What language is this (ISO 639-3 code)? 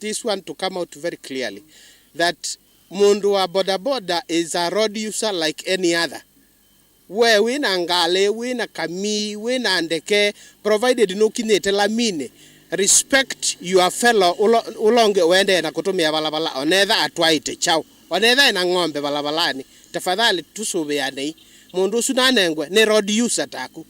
kam